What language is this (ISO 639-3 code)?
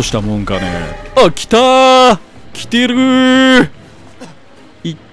jpn